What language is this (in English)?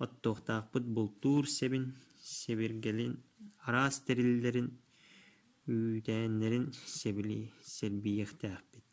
Yakut